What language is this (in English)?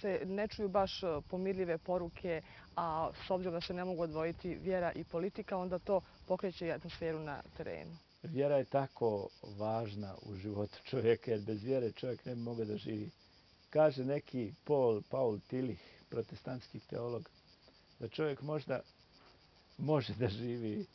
Bosnian